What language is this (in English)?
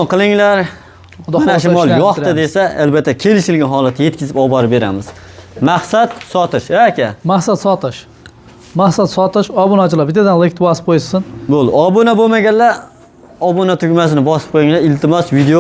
Uzbek